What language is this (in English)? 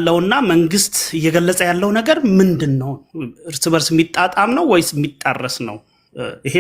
Amharic